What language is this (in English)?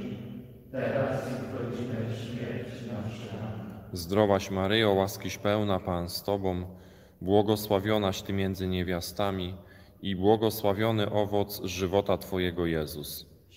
Polish